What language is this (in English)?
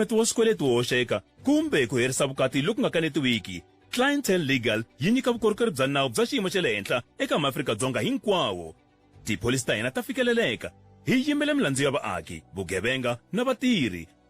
Tsonga